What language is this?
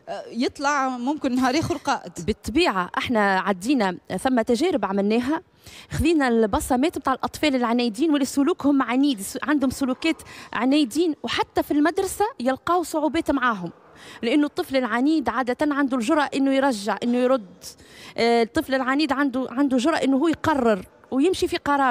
Tunisian Arabic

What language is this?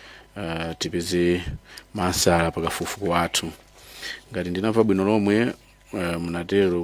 Nyanja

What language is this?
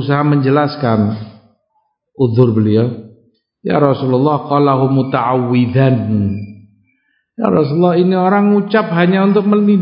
Indonesian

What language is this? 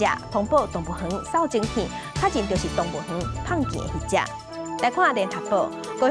Min Nan Chinese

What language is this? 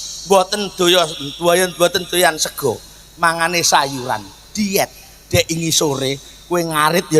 Javanese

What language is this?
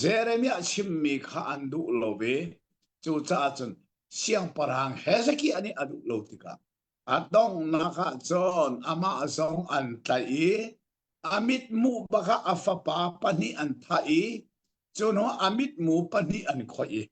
Hakha Chin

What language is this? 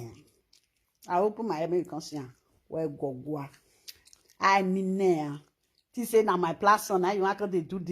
Nigerian Pidgin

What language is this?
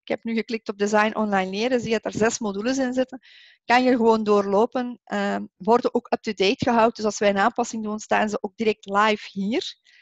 Dutch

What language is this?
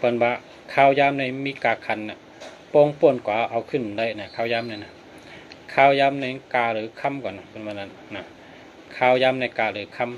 Shan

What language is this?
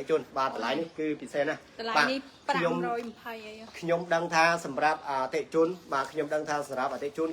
Khmer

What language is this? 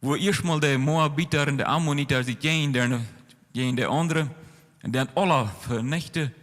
Plautdietsch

